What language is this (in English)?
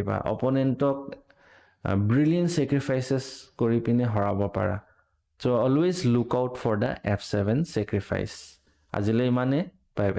Assamese